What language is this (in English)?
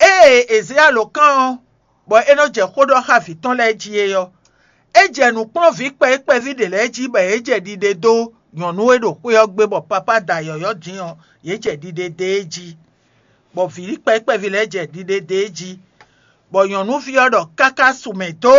Fon